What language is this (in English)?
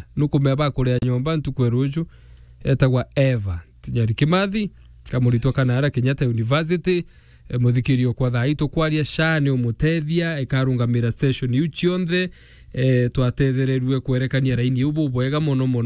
Meru